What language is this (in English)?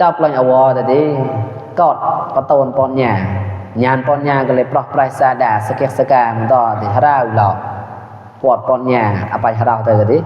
Mon